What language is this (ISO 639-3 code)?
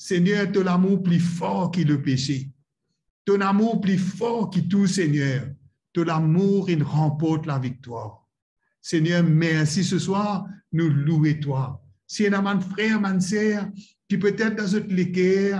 mfe